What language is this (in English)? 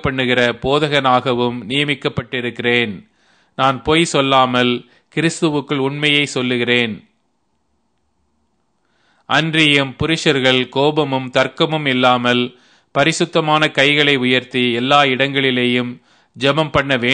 Tamil